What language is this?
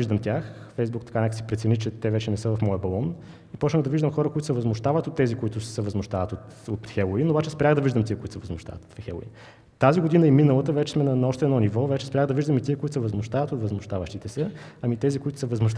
Bulgarian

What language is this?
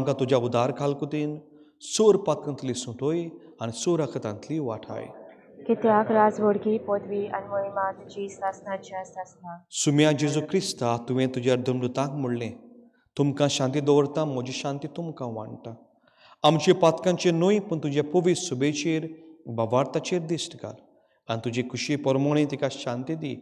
Konkani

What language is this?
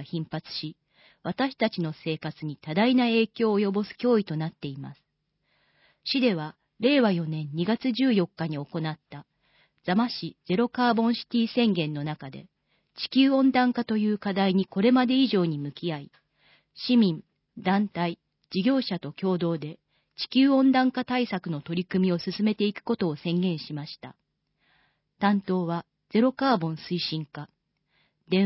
Japanese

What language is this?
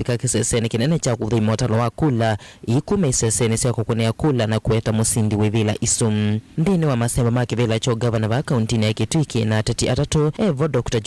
Kamba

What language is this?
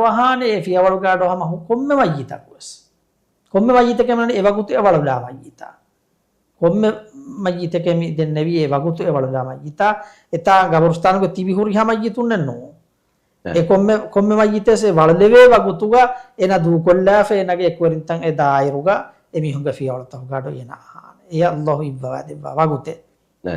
Divehi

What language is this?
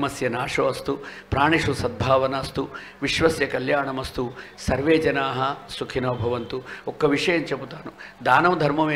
Telugu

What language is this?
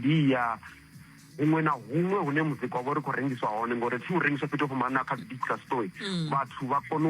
Venda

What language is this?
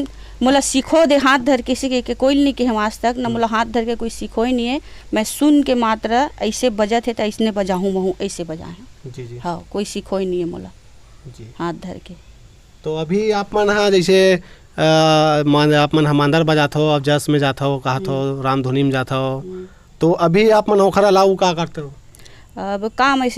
Chhattisgarhi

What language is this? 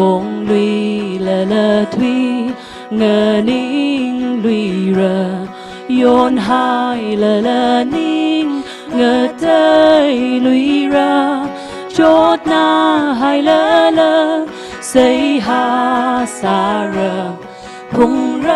Tangkhul Naga (India)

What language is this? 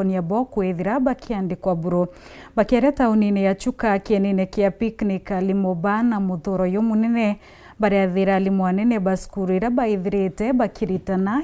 Meru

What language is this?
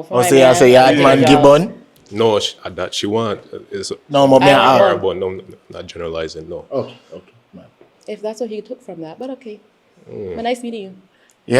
Jamaican Creole English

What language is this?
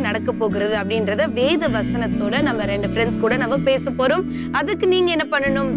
Tamil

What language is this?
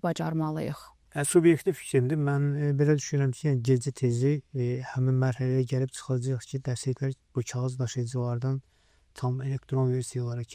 Azerbaijani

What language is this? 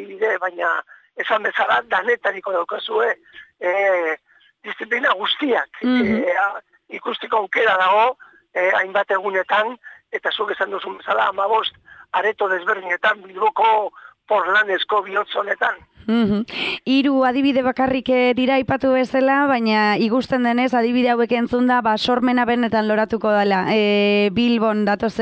Basque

